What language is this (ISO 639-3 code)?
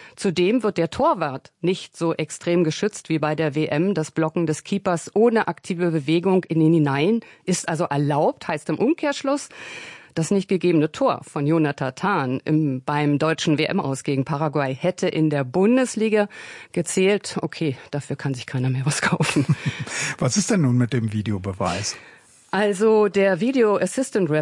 deu